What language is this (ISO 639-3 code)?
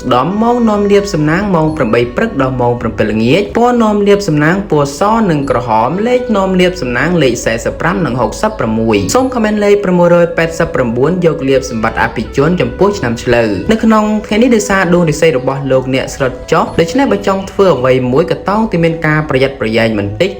khm